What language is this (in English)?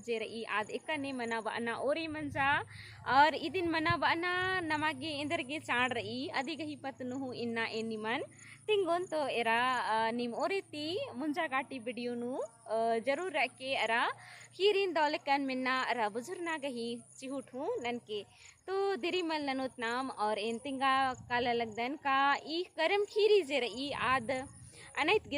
Kurukh